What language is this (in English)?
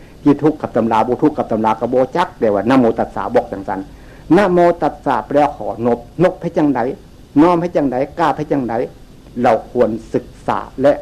Northeastern Thai